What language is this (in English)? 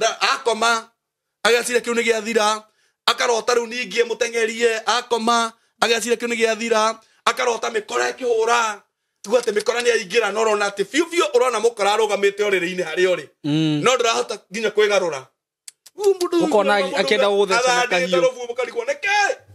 Kikuyu